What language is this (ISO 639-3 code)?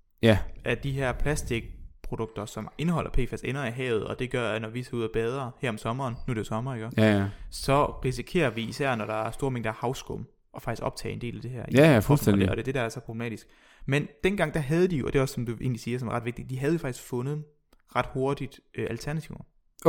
dan